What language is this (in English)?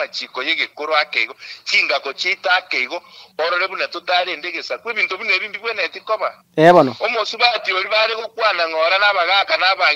Gusii